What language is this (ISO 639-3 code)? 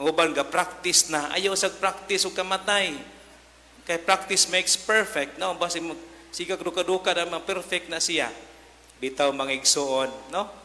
ceb